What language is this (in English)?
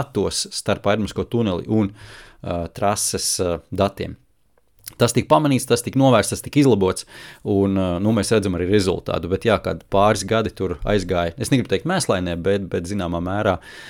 Latvian